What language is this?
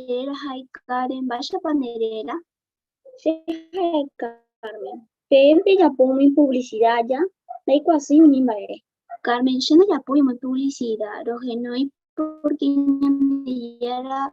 Guarani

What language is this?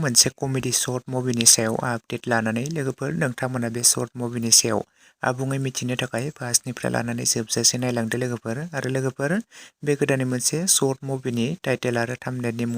Bodo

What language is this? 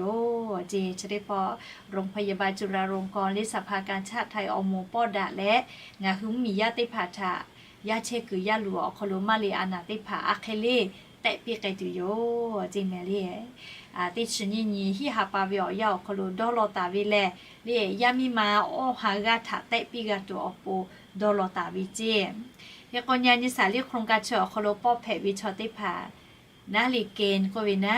Lahu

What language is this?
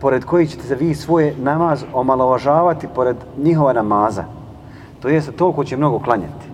Bosnian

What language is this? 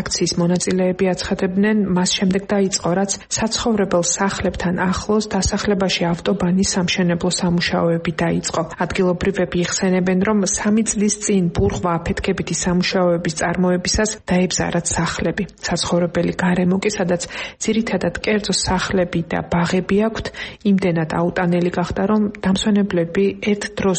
Georgian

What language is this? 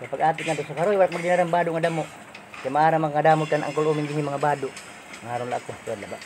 Waray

